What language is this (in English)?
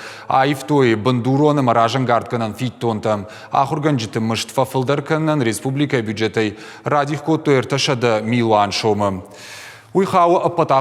Ossetic